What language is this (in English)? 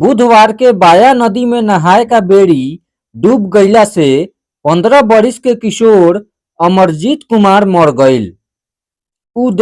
Bhojpuri